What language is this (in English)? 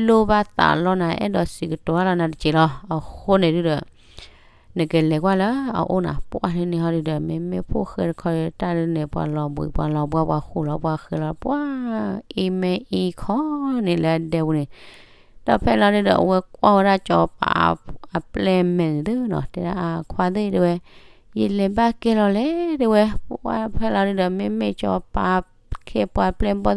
S'gaw Karen